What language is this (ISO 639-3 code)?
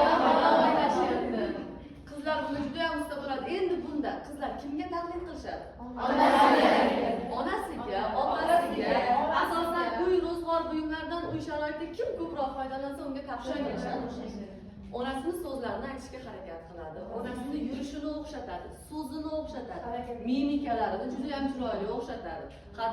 uzb